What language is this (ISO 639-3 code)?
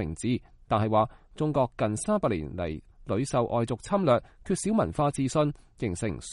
yue